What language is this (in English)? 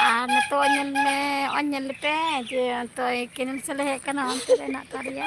Santali